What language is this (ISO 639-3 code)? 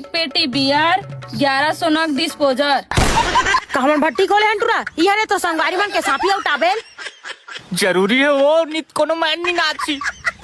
hne